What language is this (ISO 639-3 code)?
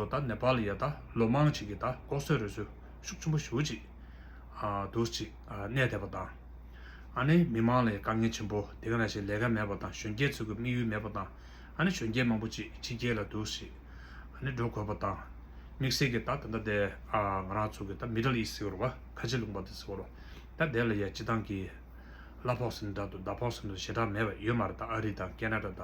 bod